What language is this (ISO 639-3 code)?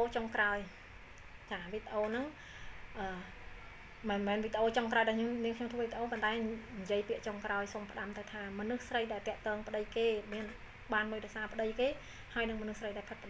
khm